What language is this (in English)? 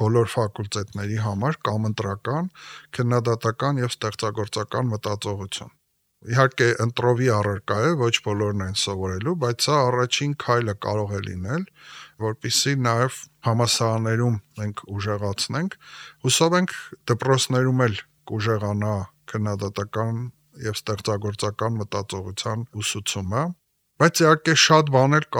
Armenian